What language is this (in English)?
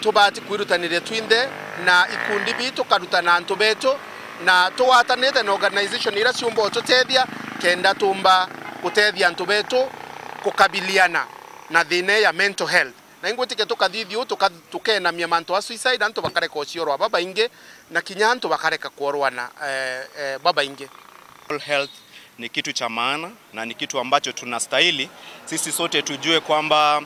Meru